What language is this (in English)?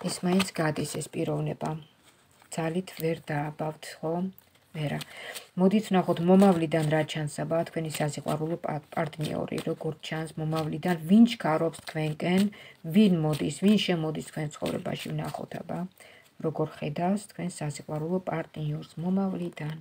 Georgian